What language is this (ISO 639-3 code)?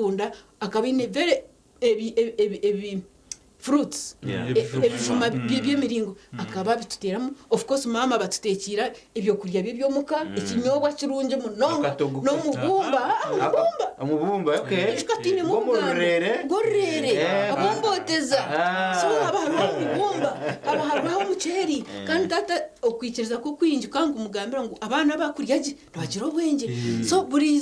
nyn